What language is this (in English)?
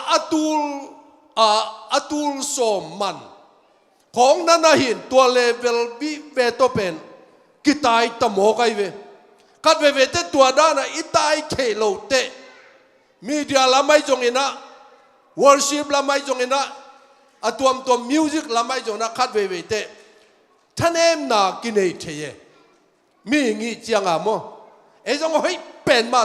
Tedim Chin